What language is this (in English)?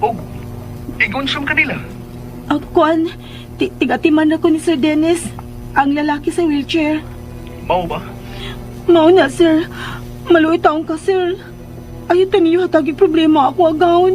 Cebuano